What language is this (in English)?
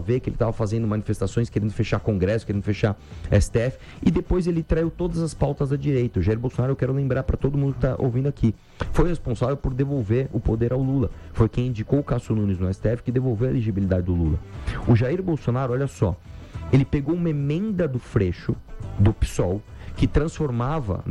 Portuguese